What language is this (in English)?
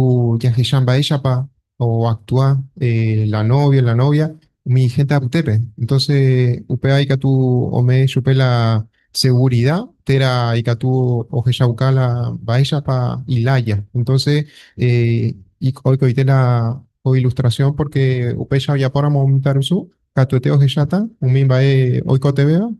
Guarani